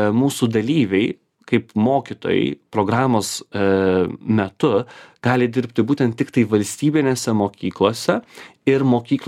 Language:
Lithuanian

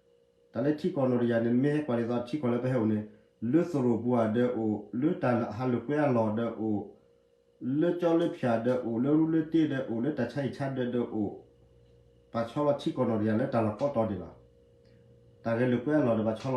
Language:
S'gaw Karen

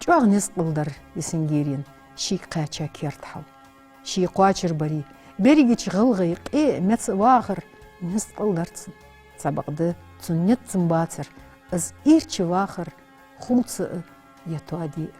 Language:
Ingush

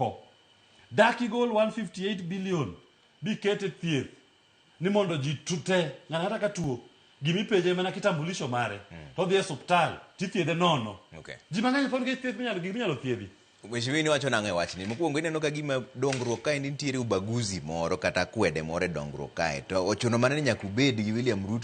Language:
Luo (Kenya and Tanzania)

